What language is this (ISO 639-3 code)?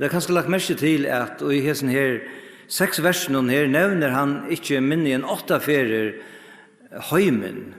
fao